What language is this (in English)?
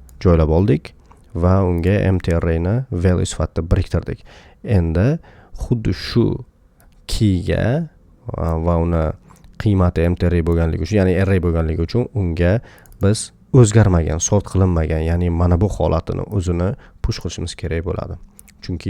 Uzbek